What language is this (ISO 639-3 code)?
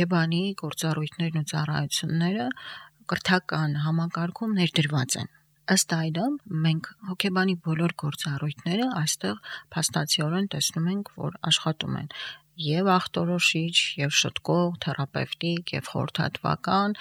hye